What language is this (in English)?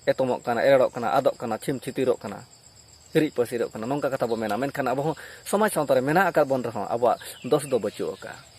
Santali